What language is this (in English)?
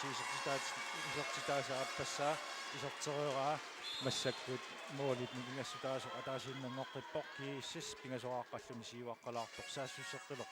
Kalaallisut